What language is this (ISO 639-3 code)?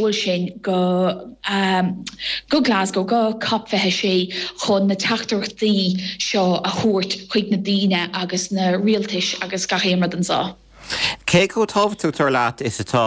gle